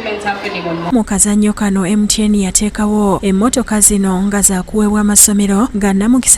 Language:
Ganda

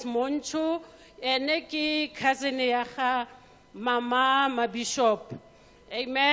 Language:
Tswana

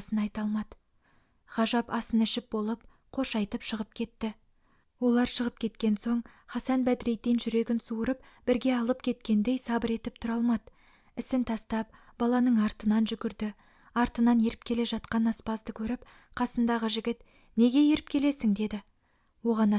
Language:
Kazakh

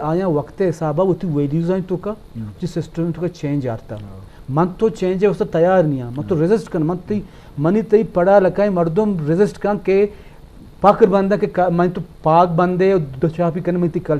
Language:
Eastern Balochi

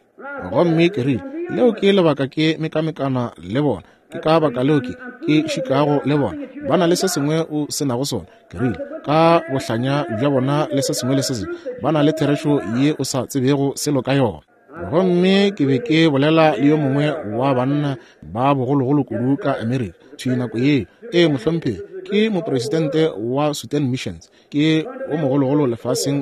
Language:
Northern Sotho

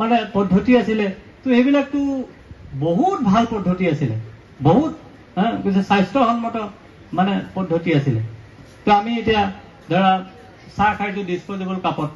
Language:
Assamese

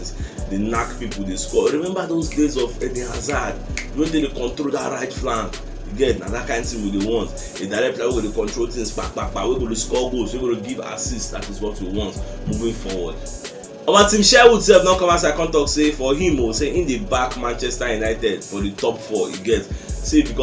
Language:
Nigerian Pidgin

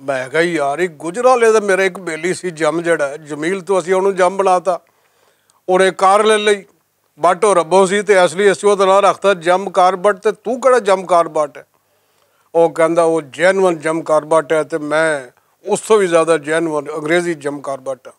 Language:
Western Panjabi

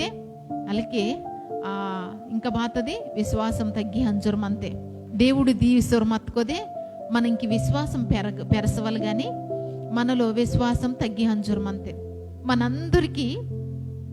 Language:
Koya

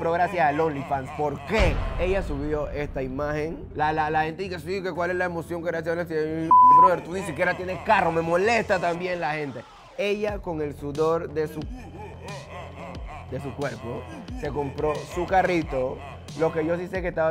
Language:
Spanish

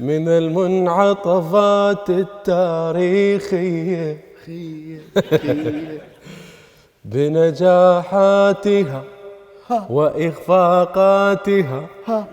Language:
Mesopotamian Arabic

